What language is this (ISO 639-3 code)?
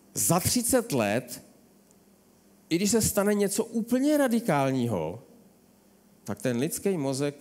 ces